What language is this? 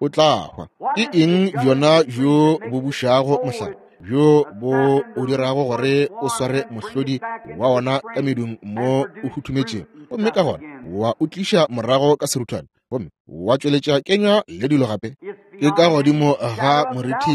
Northern Sotho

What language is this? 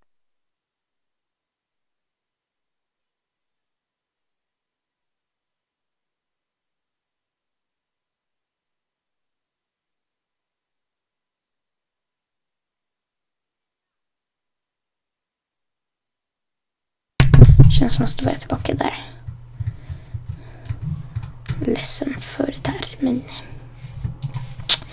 Swedish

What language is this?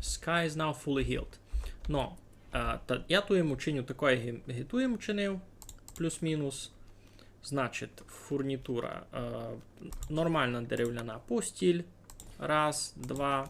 Rusyn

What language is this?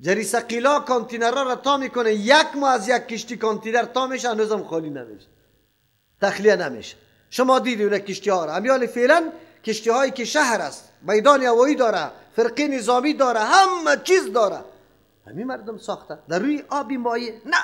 Persian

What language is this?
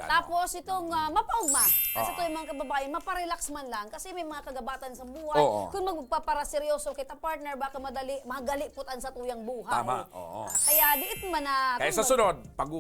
Bikol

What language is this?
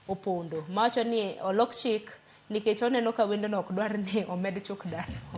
Luo (Kenya and Tanzania)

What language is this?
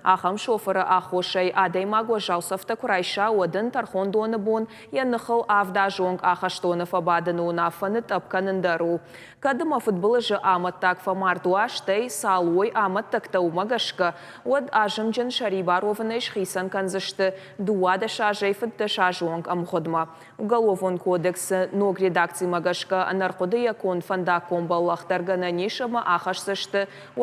Ossetic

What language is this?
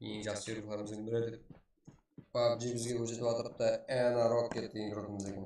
Kara-Kalpak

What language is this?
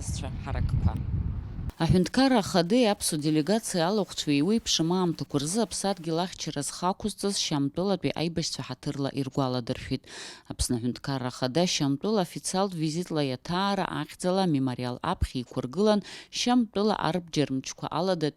Abkhazian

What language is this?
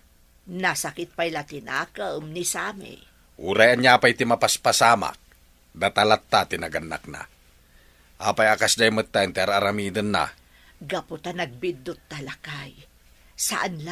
Iloko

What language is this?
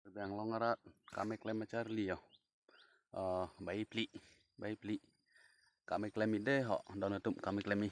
Karbi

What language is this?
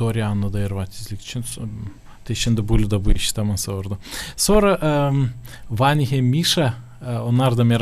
Gagauz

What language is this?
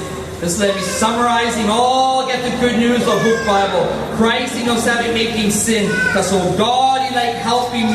Tok Pisin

